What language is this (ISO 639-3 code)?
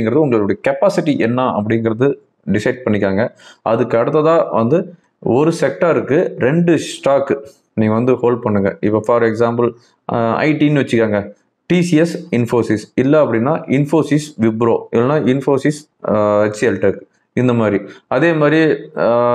tam